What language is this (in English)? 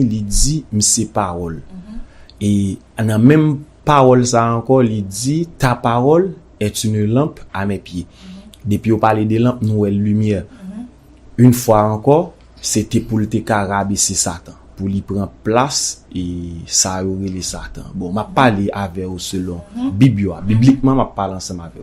Haitian Creole